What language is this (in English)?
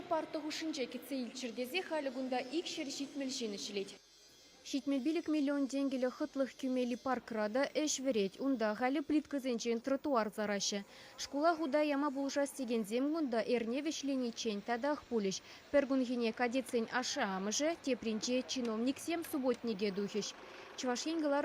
Chuvash